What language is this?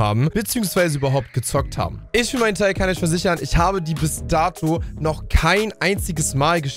German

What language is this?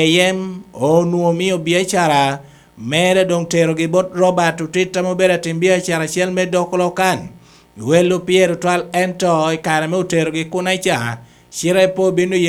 Lango (Uganda)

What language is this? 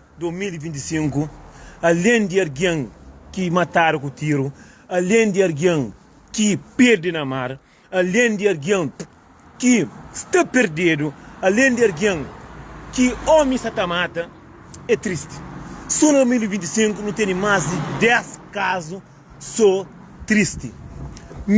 Kabuverdianu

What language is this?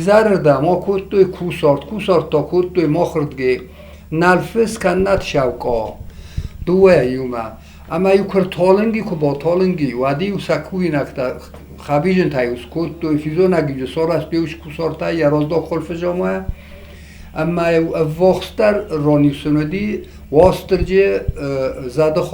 Ossetic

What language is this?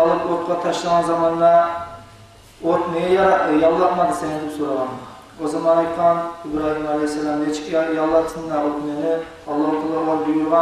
Kumyk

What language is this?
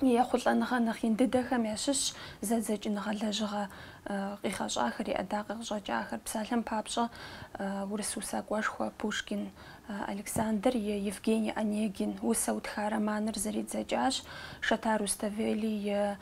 Kabardian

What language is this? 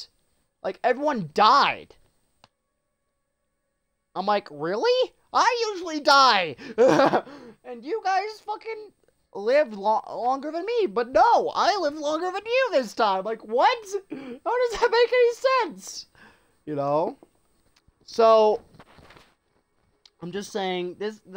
English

